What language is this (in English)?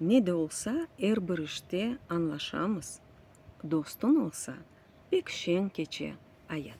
Crimean Tatar